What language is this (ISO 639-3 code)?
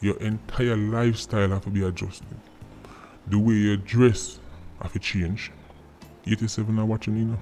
jam